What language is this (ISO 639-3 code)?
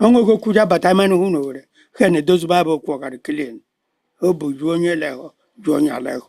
ibo